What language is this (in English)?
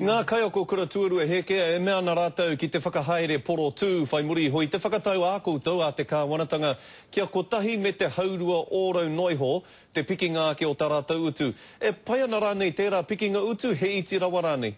Māori